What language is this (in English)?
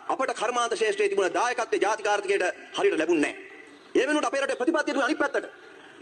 Sinhala